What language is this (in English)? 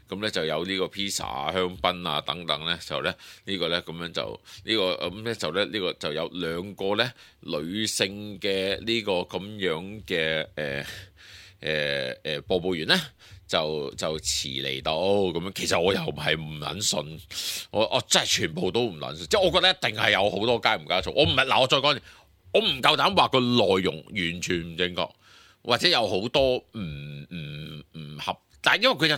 Cantonese